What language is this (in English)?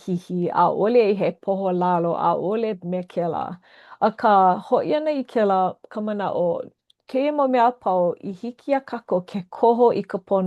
Hawaiian